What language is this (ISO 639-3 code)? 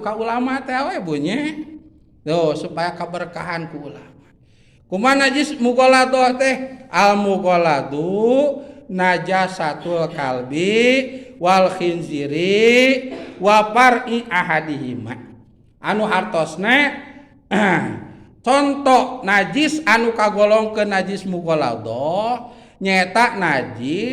sun